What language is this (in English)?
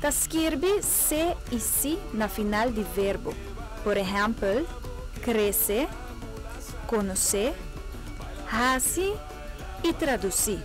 Papiamento